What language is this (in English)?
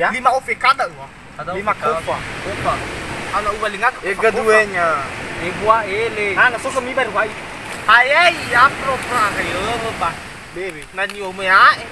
Nias